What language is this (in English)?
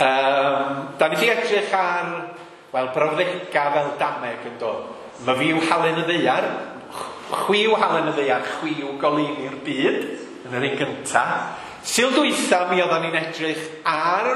Welsh